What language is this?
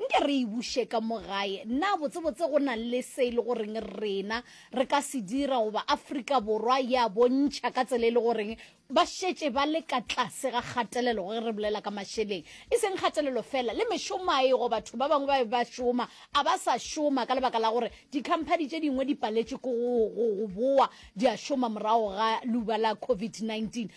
Northern Sotho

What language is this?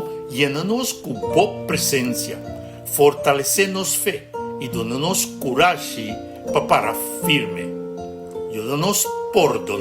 Papiamento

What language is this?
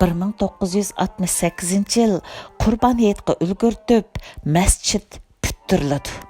Uyghur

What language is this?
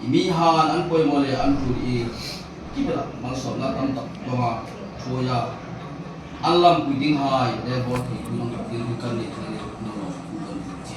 Hmar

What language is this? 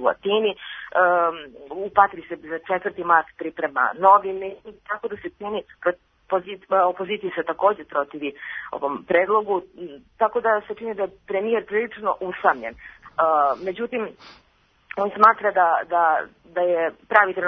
Serbian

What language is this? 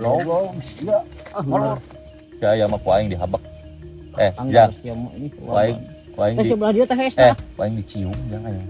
Sundanese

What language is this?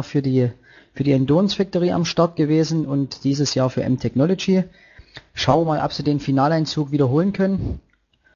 German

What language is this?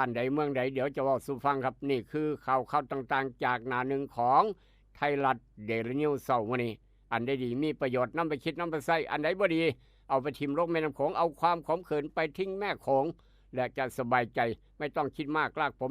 Northeastern Thai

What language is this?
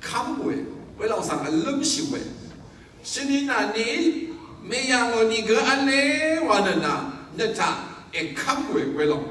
Rawang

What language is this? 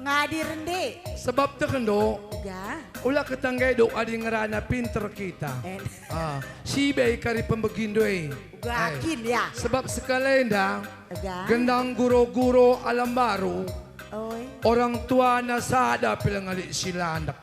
Batak Karo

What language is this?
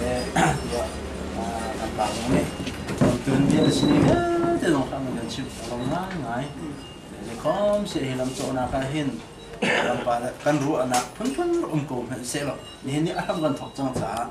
Hakha Chin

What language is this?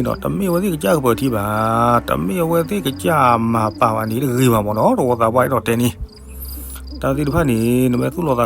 S'gaw Karen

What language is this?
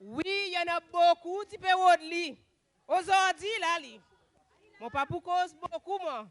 Seselwa Creole French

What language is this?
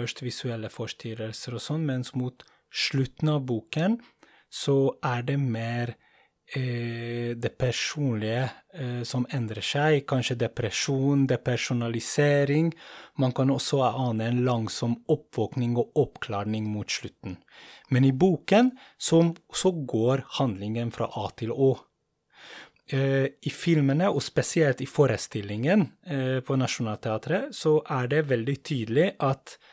Norwegian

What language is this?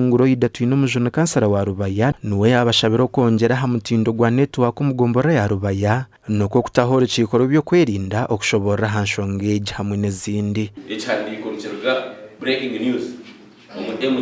Nyankole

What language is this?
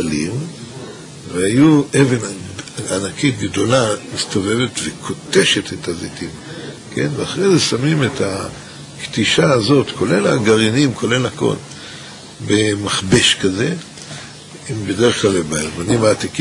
Hebrew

